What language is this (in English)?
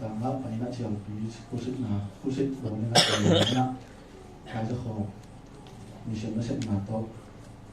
Tedim Chin